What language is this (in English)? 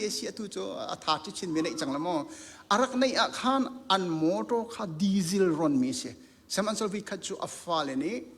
Hakha Chin